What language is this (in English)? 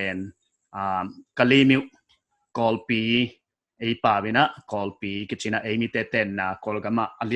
Paite Chin